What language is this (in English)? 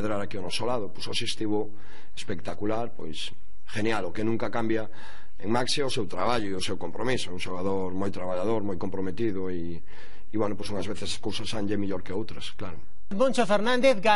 Galician